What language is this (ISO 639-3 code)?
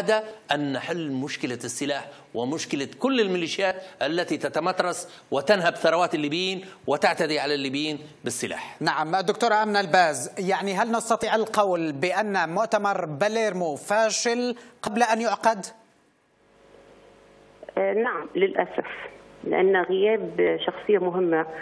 ara